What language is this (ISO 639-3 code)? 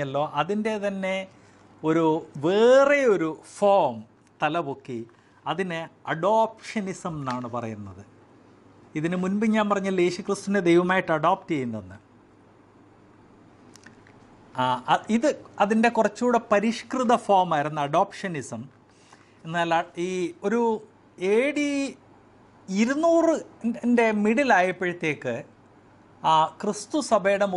mal